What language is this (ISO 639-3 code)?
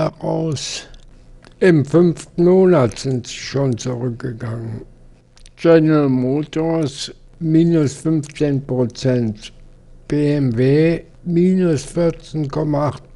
deu